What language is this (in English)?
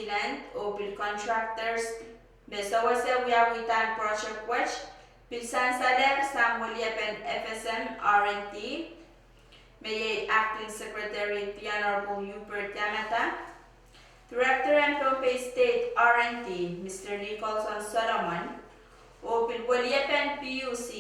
Pohnpeian